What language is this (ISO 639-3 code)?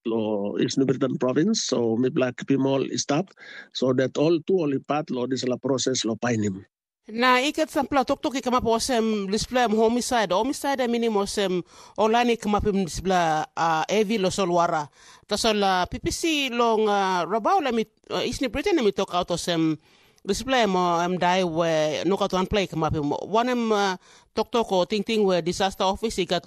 tpi